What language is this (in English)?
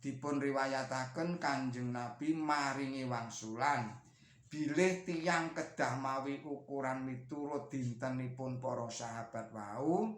Javanese